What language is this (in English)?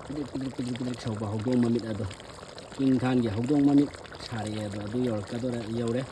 Manipuri